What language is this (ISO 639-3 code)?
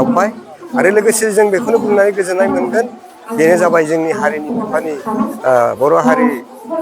brx